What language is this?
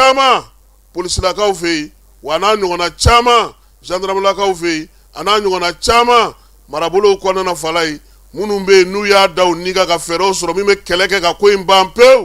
Bambara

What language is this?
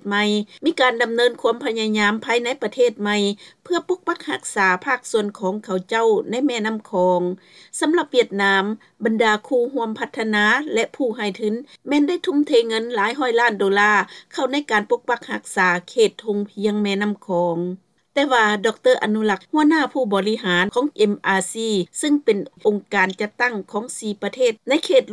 Lao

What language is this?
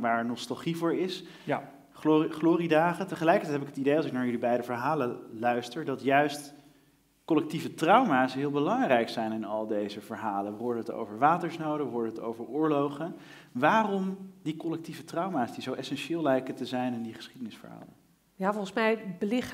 Dutch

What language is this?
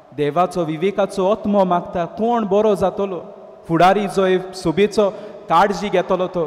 Konkani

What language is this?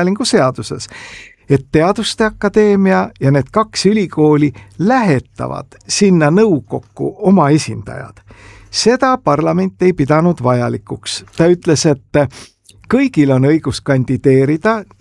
Estonian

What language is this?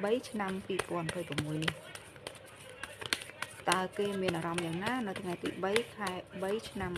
Khmer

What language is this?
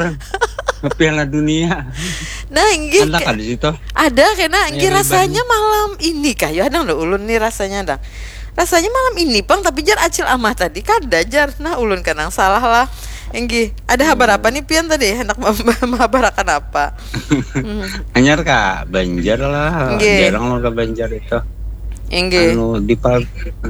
Banjar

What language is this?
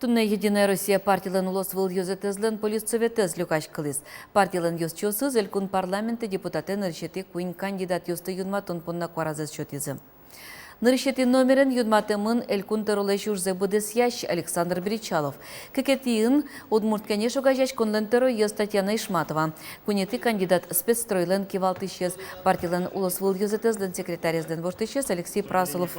Udmurt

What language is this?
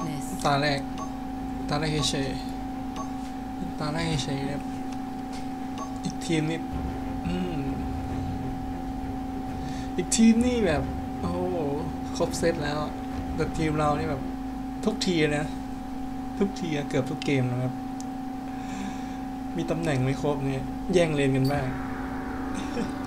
Thai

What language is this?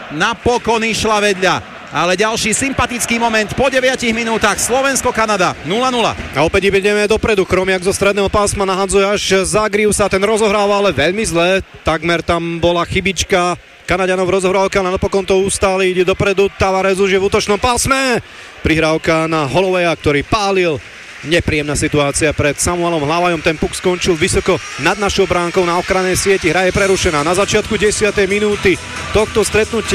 Slovak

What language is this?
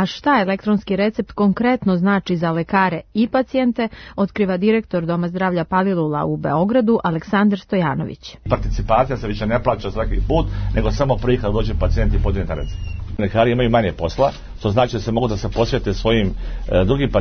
Serbian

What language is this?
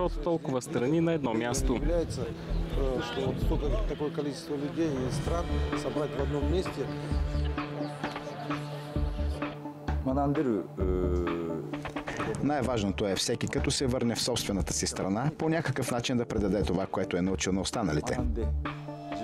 Bulgarian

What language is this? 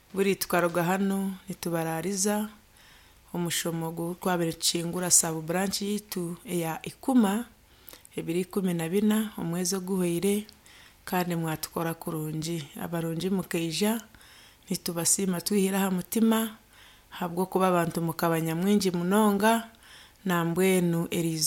Nyankole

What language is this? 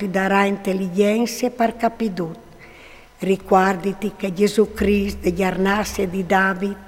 Friulian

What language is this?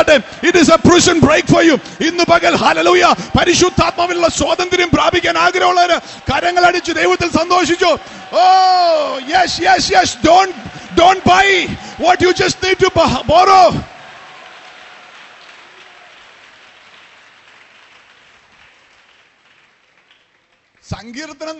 Malayalam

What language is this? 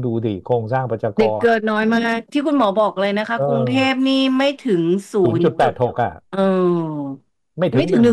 Thai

